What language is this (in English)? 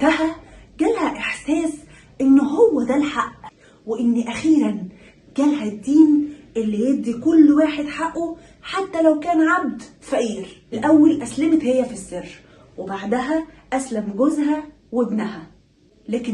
Egyptian Arabic